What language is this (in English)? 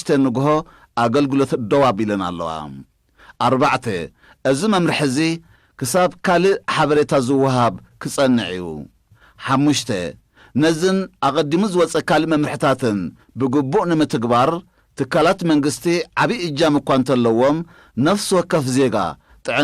Tigrinya